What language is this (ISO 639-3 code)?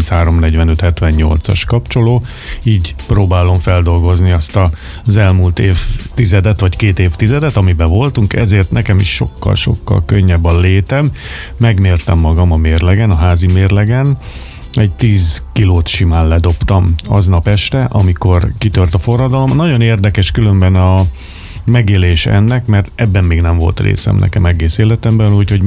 hun